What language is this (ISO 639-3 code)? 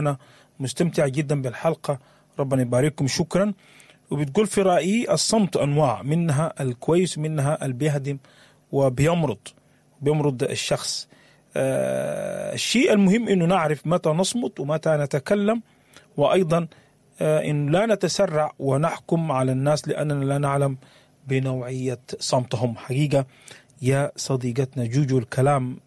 apd